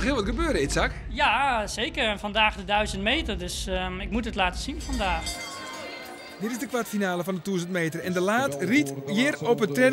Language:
Western Frisian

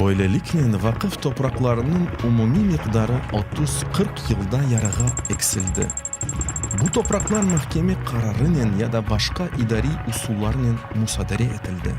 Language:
Crimean Tatar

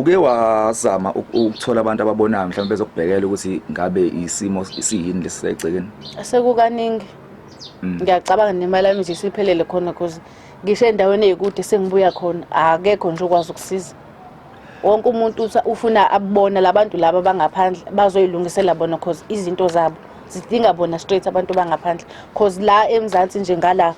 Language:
Zulu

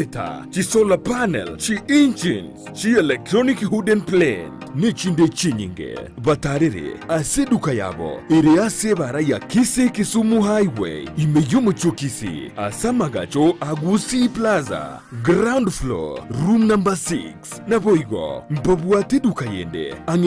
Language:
Gusii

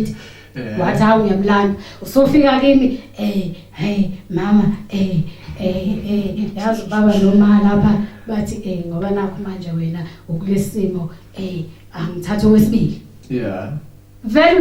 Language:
Zulu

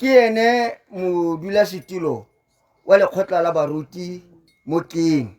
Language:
Tswana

